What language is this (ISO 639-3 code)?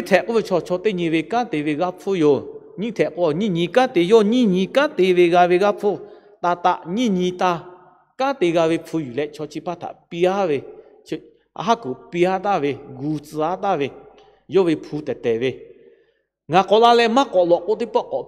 lhu